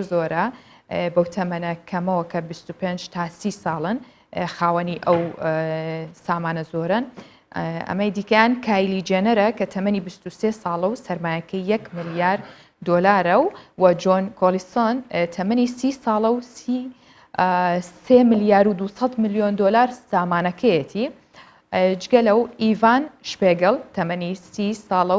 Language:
Central Kurdish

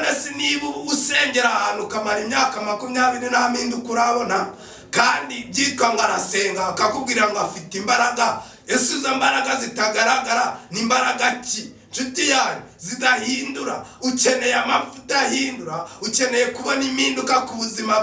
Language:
Kinyarwanda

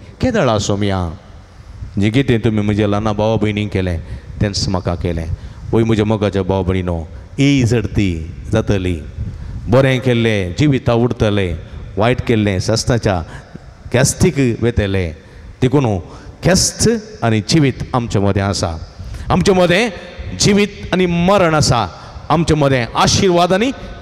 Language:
Konkani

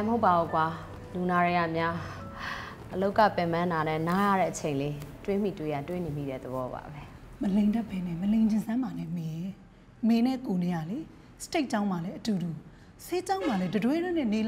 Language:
Burmese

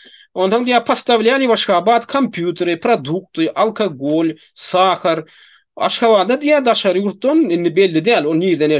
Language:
Turkmen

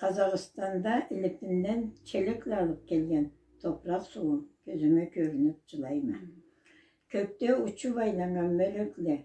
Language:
Karachay-Balkar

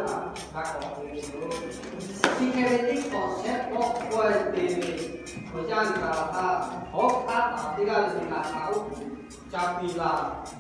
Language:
Lahu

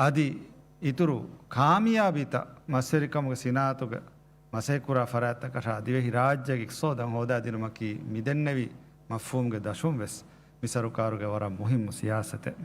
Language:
Divehi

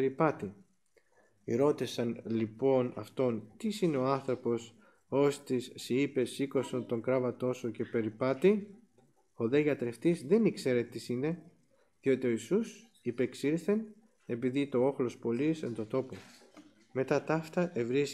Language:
Greek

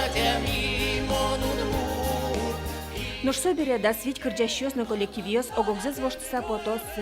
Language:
Udmurt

